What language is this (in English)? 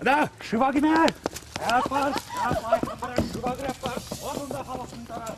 Chuvash